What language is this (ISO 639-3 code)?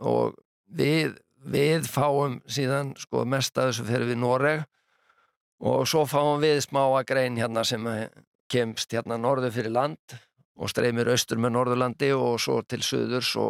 isl